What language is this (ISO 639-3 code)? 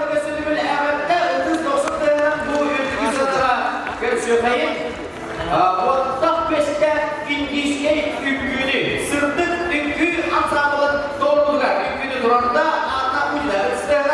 sah